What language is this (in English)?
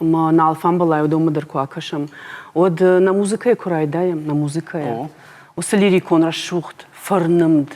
Ossetic